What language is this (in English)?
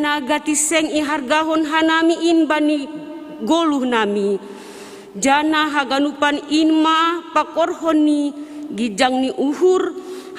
Batak Simalungun